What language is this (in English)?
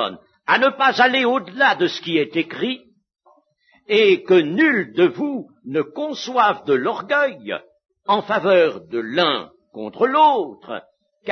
French